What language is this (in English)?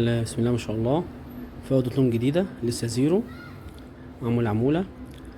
Egyptian Arabic